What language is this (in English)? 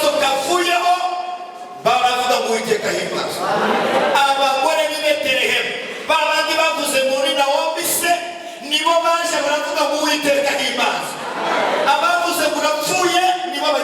Kinyarwanda